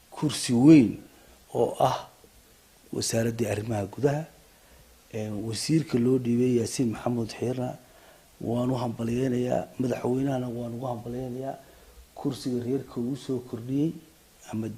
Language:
Somali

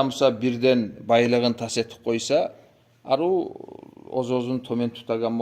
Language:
Kumyk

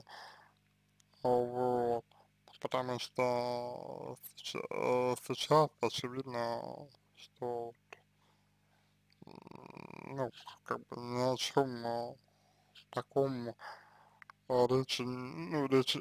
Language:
Russian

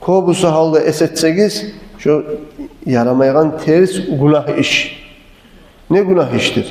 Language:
Kumyk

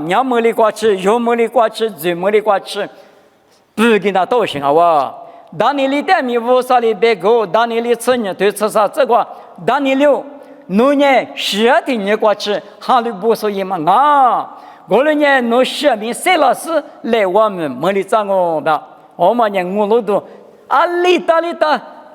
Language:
Lisu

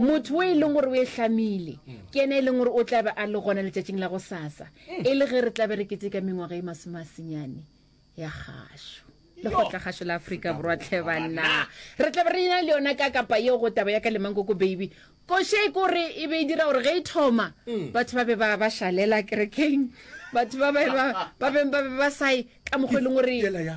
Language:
Northern Sotho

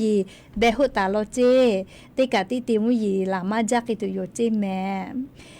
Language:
Lahu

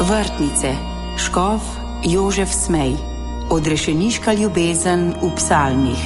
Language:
Slovenian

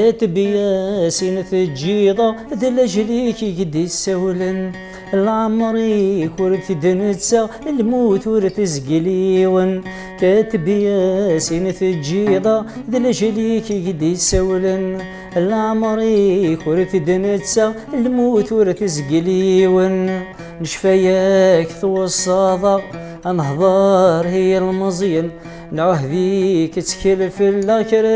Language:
Kabyle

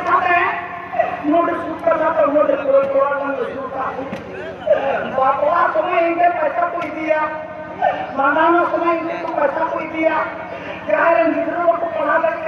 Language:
Santali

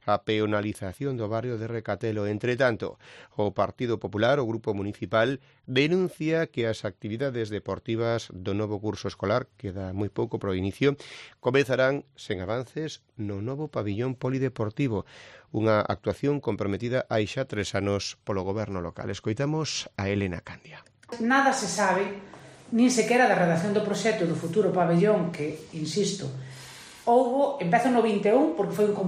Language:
Galician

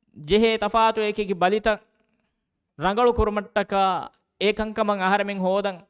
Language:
Divehi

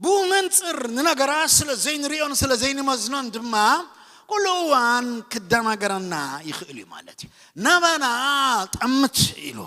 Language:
Tigrinya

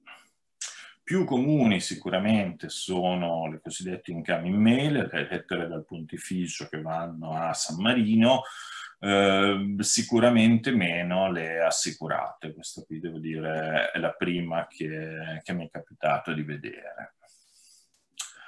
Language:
Italian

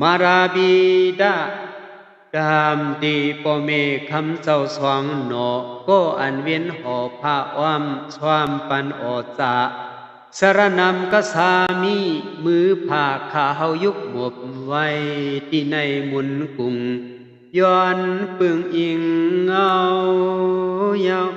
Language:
Shan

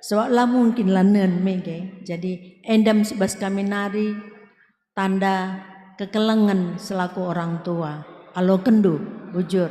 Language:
Batak Karo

